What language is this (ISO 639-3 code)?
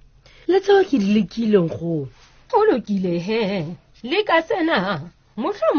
sot